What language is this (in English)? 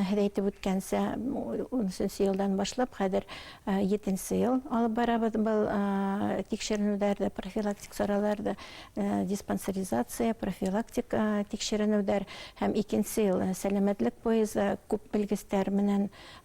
Bashkir